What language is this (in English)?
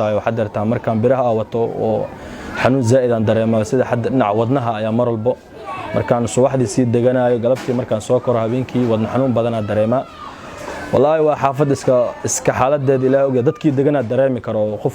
Somali